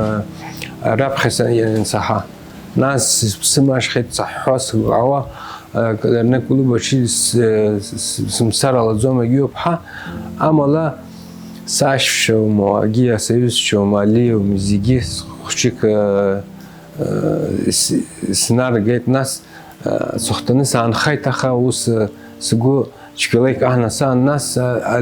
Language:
Abkhazian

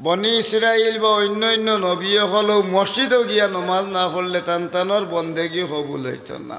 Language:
Sylheti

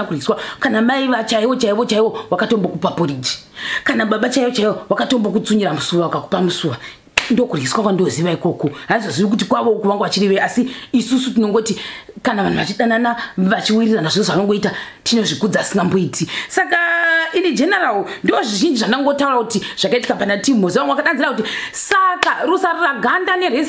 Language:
Shona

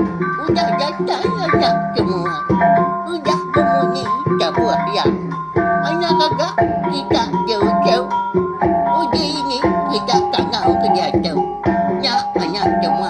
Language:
Iban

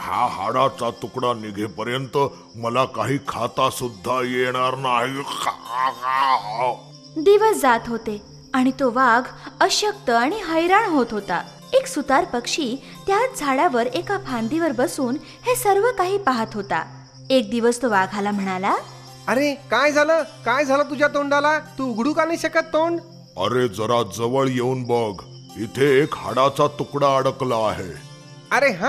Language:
Marathi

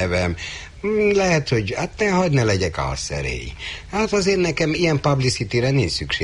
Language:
Hungarian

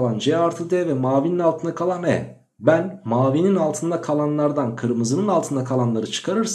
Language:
Turkish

